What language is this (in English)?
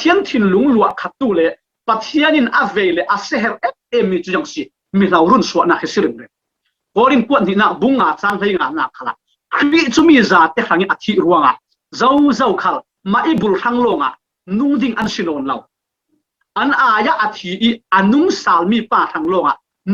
Falam Chin